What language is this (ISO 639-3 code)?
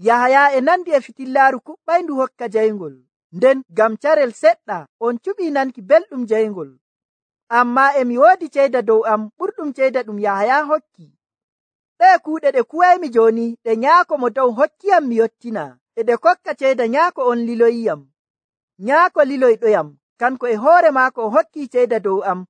fuv